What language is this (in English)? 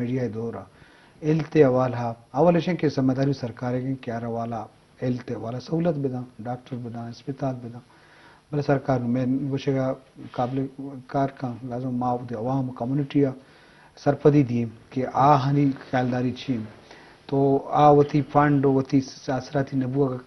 Eastern Balochi